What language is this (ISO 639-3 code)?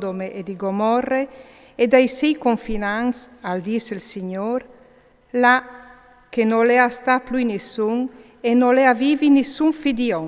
fur